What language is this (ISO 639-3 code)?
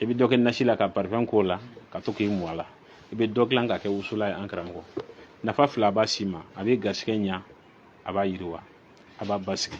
bam